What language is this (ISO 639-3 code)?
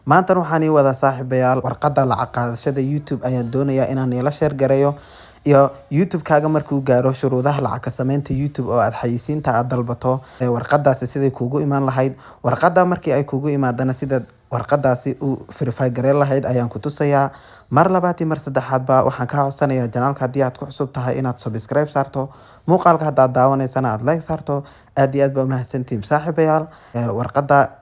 som